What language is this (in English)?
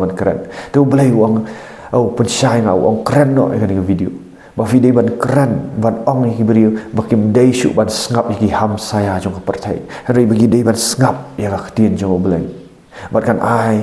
Khasi